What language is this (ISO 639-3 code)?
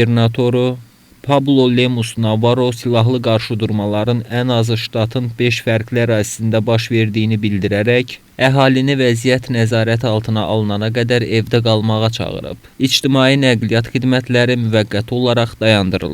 aze